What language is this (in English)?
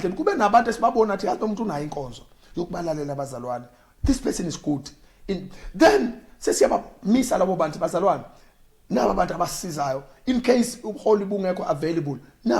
Zulu